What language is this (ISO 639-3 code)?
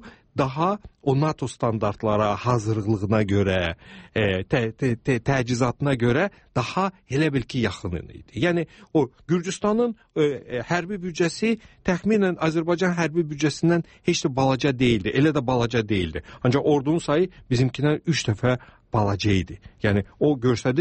aze